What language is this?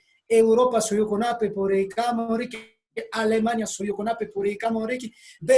Quechua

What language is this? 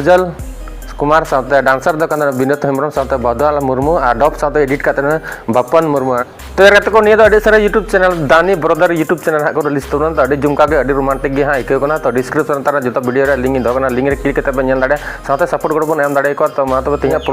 Santali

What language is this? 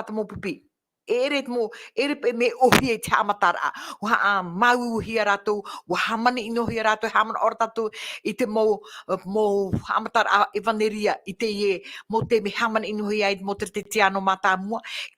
Tahitian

